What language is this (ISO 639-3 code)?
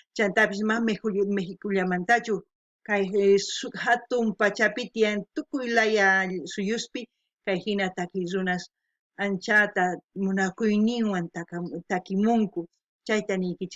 quh